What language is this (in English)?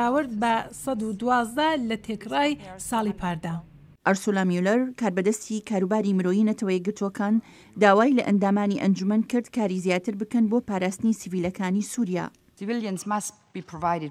Central Kurdish